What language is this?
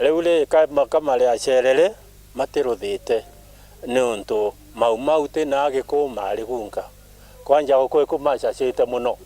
Meru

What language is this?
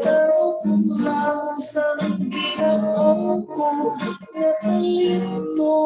Hiligaynon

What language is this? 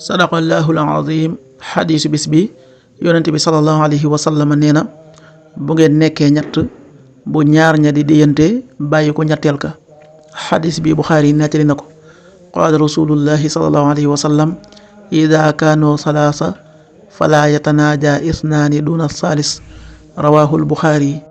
Wolof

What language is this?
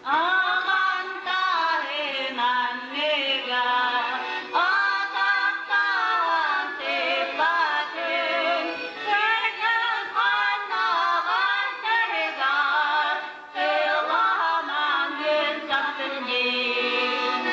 Yakut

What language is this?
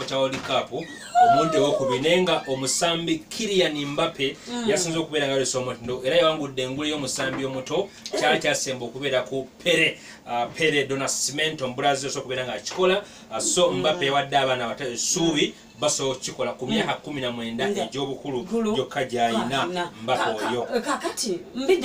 Ganda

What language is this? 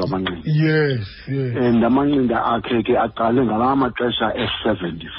Xhosa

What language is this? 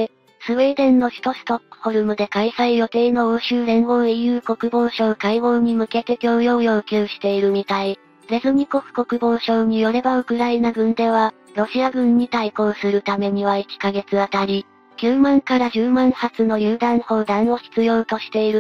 Japanese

